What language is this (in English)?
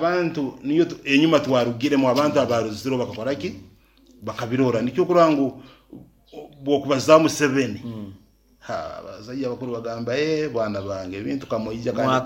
Nyankole